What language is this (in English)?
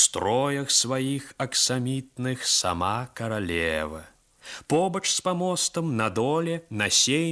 Belarusian